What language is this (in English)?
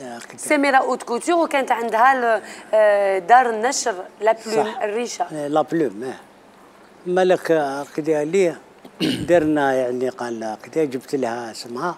Algerian Arabic